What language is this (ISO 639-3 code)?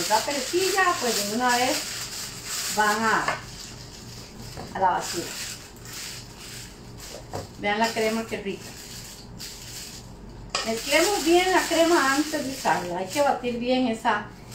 spa